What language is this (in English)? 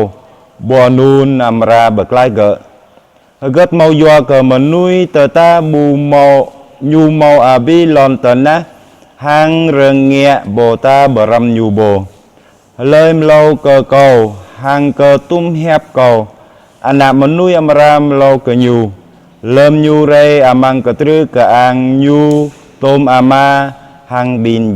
Jarai